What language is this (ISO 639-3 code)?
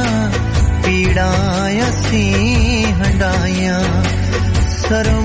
pan